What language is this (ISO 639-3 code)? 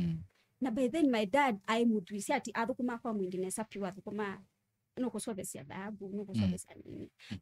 kam